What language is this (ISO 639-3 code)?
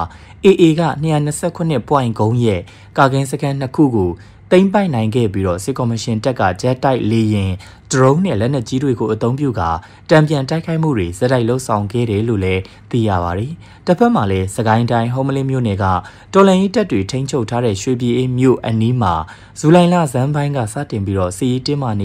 mya